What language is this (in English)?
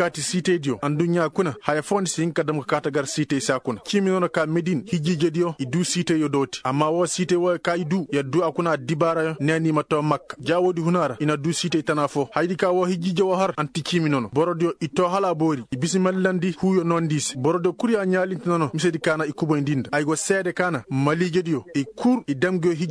Koyraboro Senni